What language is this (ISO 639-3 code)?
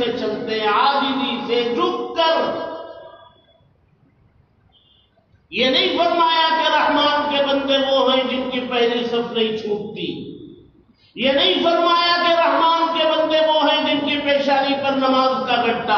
urd